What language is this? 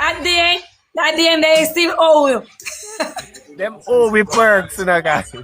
Jamaican Creole English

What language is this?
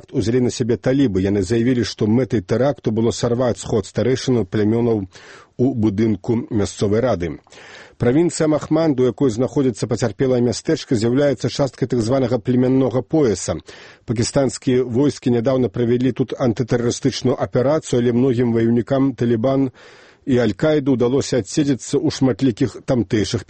Belarusian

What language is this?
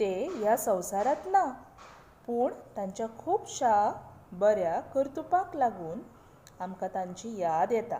Konkani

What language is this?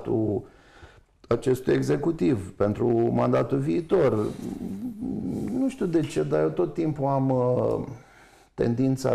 Romanian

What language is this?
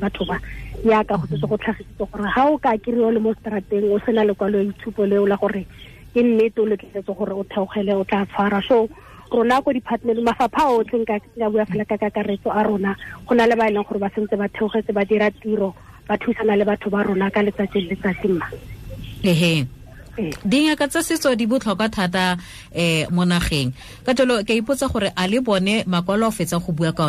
Tswana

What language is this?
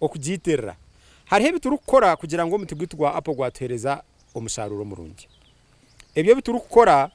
Nyankole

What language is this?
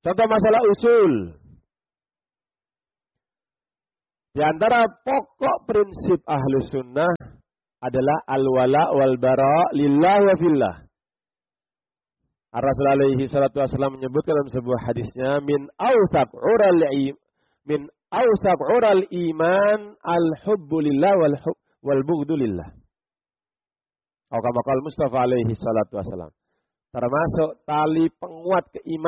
Indonesian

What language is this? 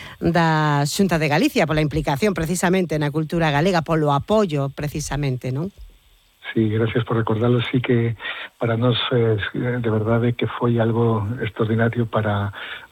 Galician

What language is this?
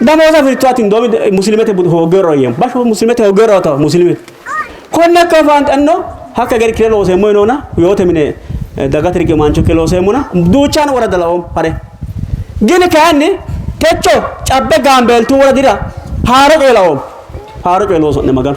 Sidamo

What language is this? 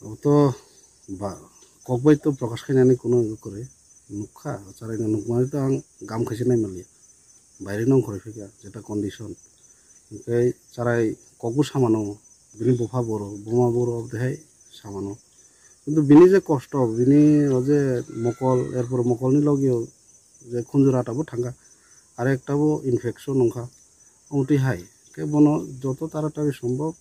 Riang (India)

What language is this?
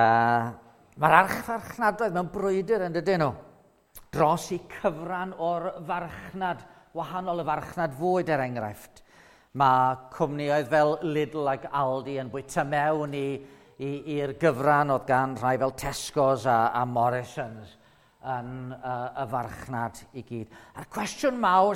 Welsh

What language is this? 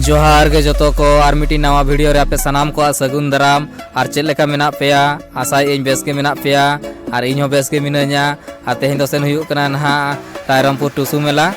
Santali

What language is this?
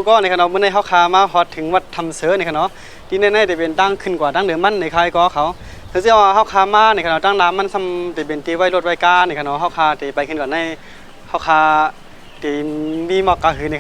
Shan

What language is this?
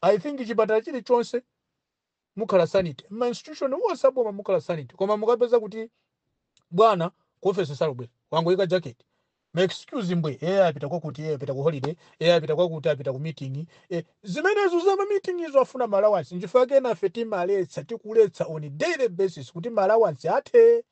Nyanja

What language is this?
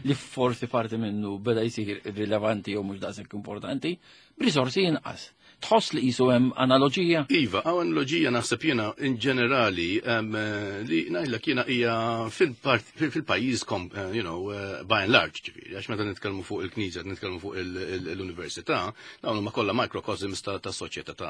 Maltese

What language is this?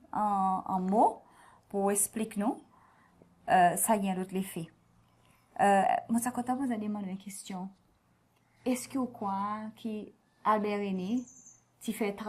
Seselwa Creole French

